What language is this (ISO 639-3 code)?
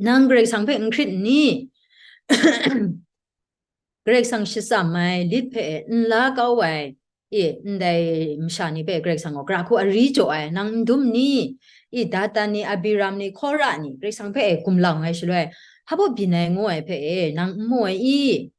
kac